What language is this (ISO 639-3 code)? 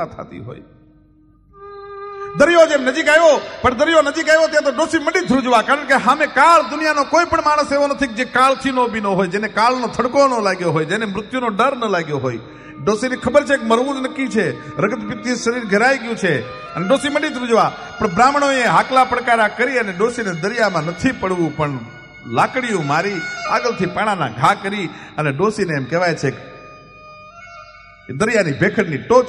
guj